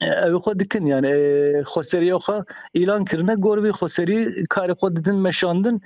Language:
Kurdish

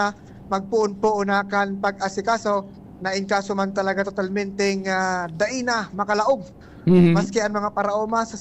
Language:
Bikol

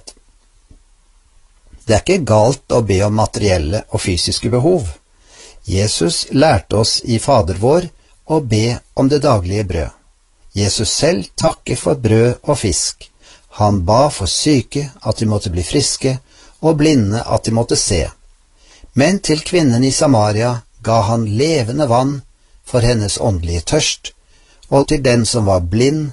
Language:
Norwegian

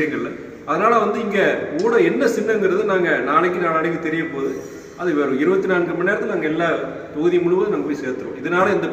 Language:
Tamil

